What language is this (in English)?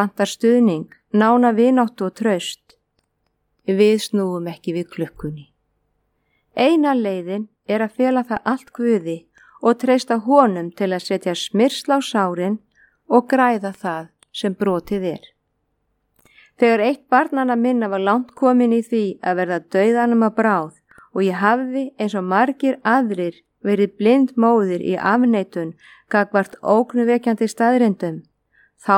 Icelandic